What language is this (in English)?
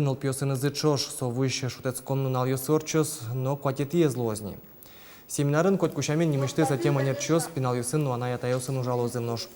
Udmurt